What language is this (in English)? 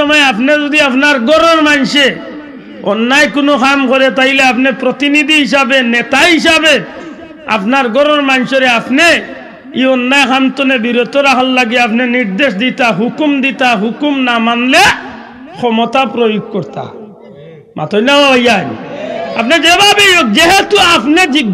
Sylheti